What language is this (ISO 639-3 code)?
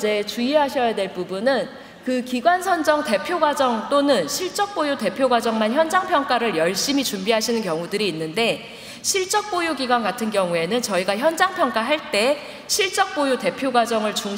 kor